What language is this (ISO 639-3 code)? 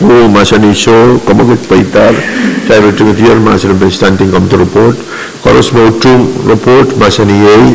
pon